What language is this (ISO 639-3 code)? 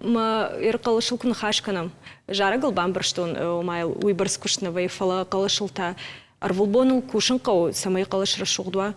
oss